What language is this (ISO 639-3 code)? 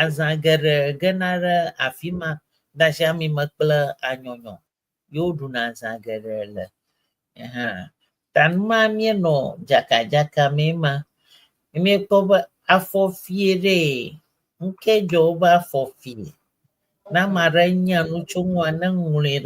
ewe